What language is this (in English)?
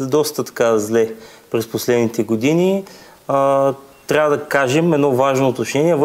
Bulgarian